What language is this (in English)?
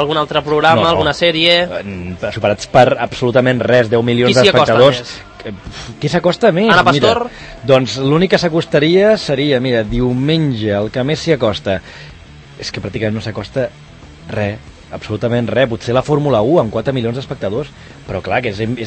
Catalan